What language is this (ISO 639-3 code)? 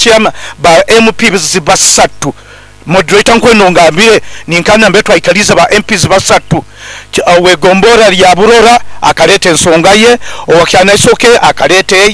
nyo